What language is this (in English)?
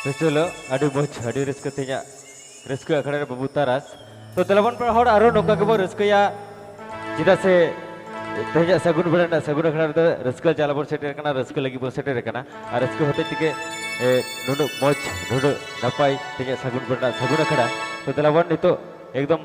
Santali